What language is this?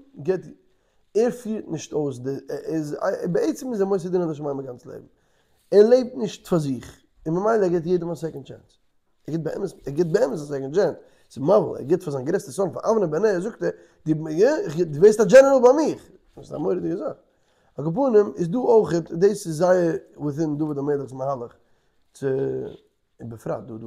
Yiddish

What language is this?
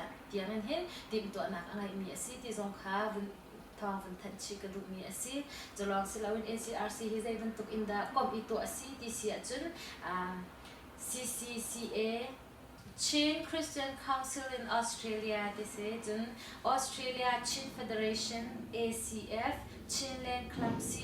Hakha Chin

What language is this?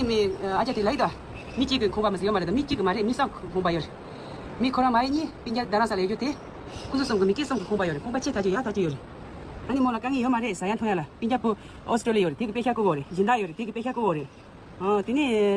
Tibetan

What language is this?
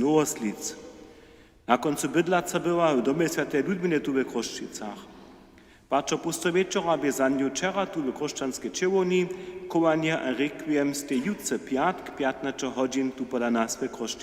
Upper Sorbian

